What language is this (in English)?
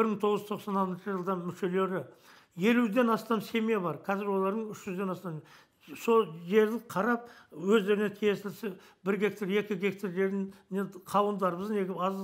Kazakh